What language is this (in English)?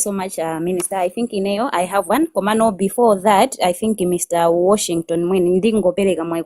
Nyanja